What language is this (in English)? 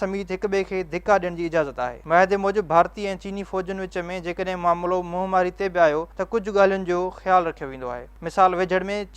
Sindhi